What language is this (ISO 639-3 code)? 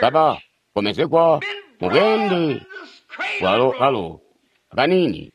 toi